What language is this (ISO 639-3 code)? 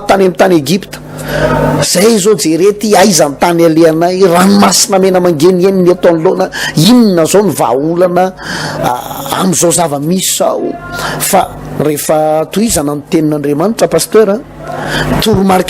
mlg